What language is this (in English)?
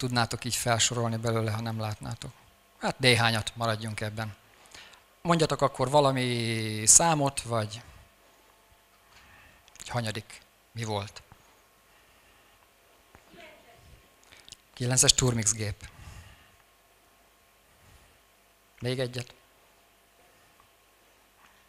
Hungarian